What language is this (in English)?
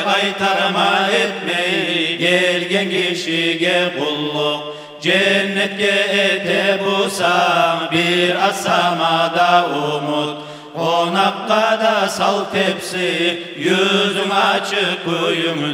Kumyk